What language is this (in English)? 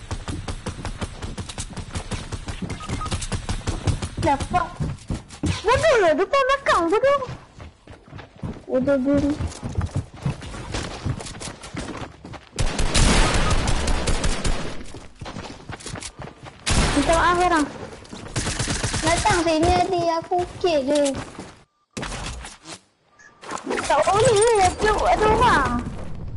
Malay